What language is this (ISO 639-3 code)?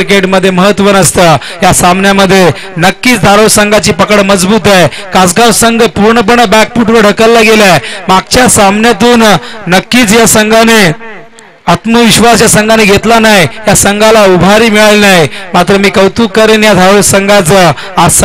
mar